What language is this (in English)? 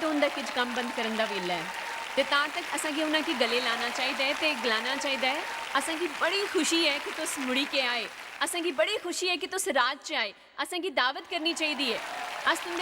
Dogri